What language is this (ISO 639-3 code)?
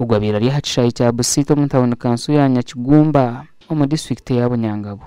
nyn